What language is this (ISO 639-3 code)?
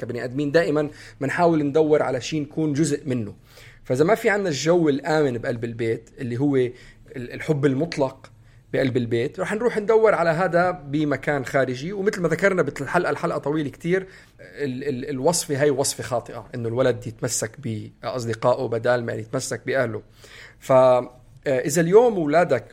apc